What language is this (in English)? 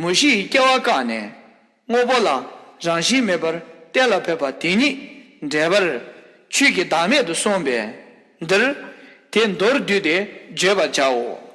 Tibetan